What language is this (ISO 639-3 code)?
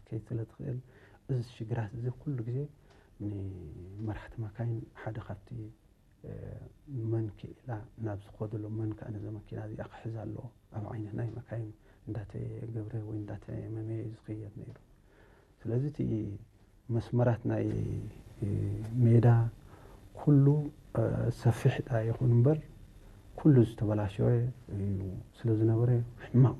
tir